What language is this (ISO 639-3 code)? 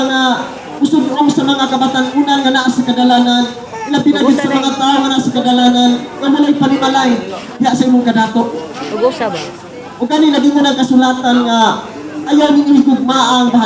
ceb